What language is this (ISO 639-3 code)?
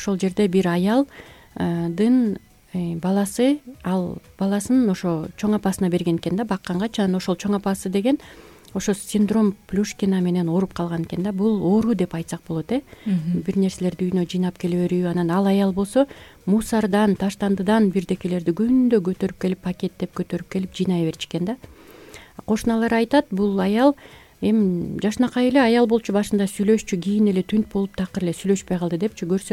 kir